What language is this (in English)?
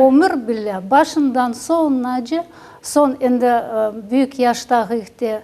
Crimean Tatar